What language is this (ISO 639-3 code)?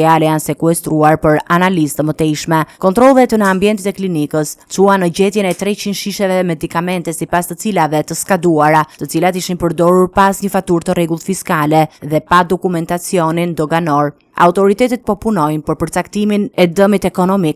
sqi